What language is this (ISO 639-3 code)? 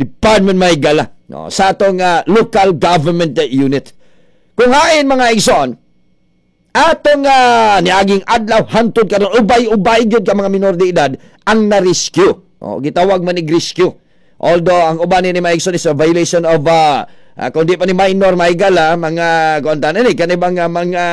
ceb